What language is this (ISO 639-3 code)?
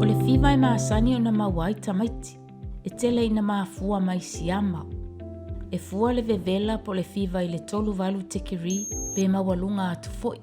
smo